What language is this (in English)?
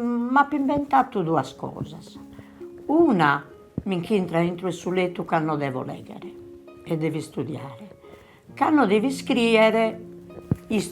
Sardinian